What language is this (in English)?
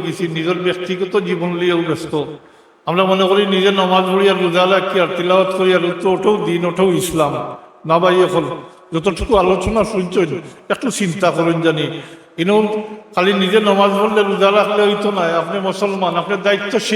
Sylheti